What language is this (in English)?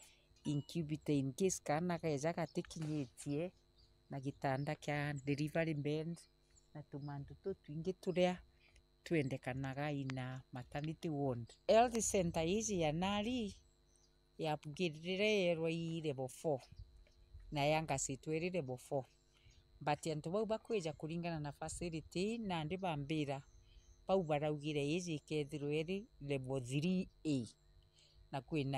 Meru